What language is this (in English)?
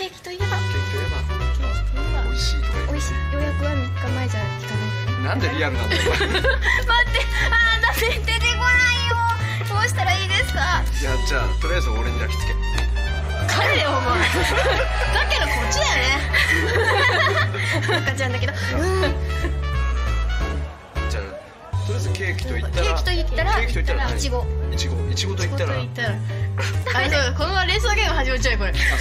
Japanese